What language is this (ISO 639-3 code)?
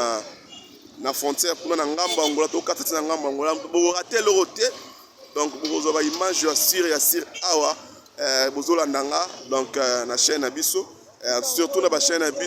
lin